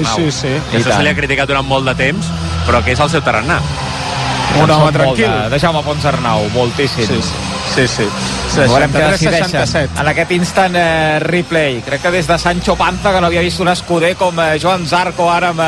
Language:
Catalan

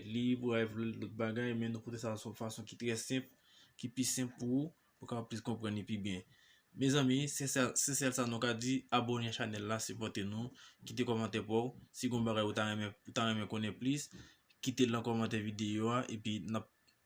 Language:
Haitian Creole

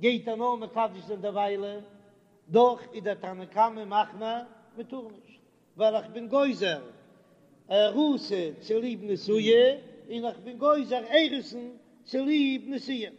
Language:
Yiddish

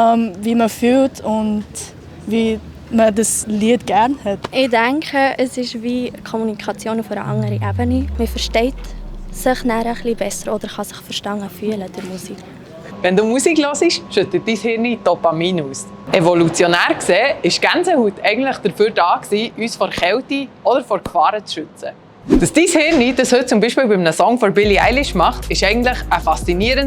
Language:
Swiss German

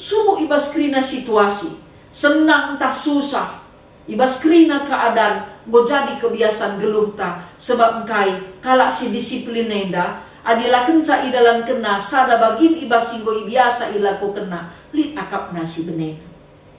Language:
Batak Karo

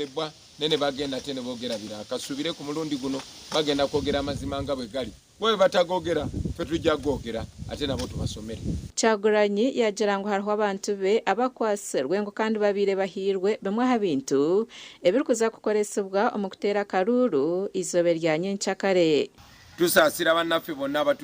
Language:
Nyankole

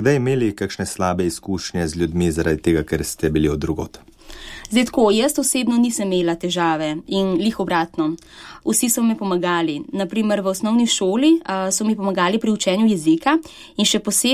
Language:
Slovenian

